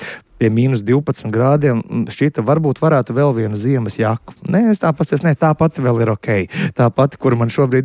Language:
Latvian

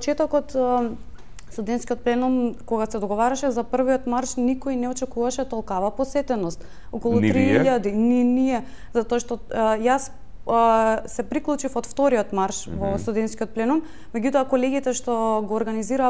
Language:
Macedonian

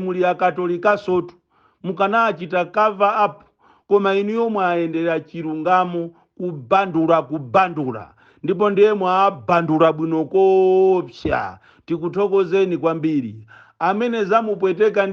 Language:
Nyanja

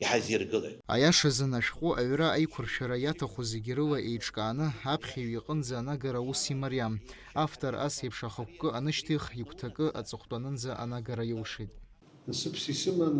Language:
Abkhazian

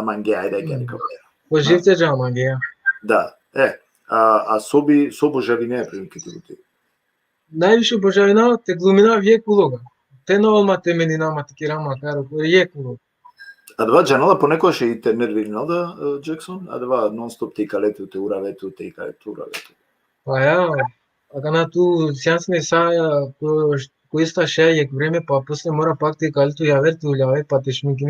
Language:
Balkan Romani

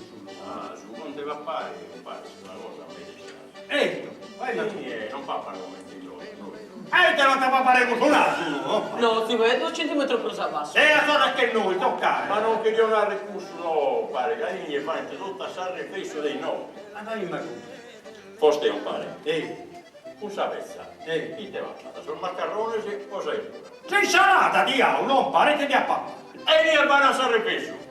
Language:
Sardinian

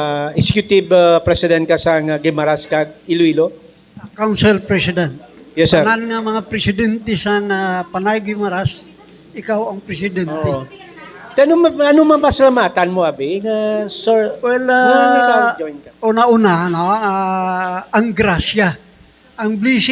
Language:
Hiligaynon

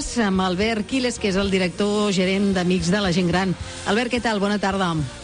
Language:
Catalan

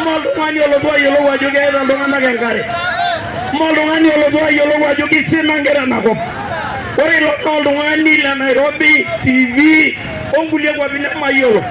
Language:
Masai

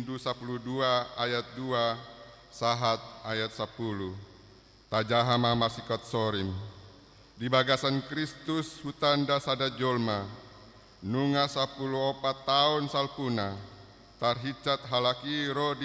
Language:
Batak Toba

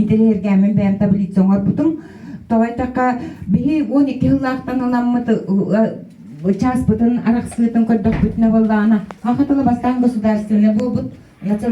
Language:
Yakut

